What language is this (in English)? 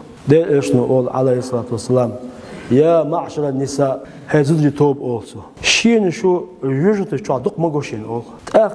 Chechen